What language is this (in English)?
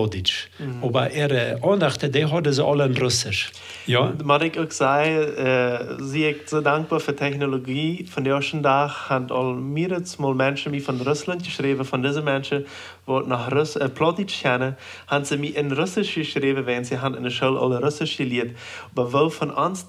Plautdietsch